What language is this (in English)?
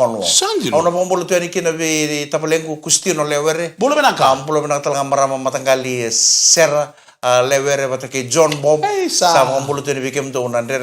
Fijian